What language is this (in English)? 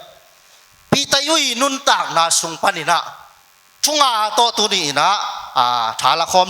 Tedim Chin